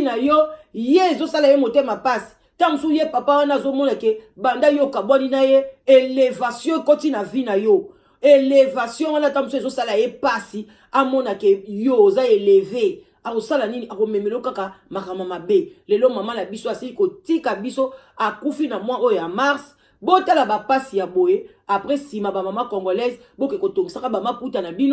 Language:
Lingala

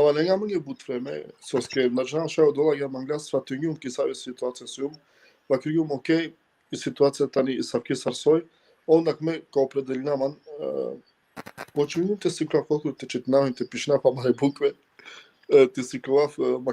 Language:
Balkan Romani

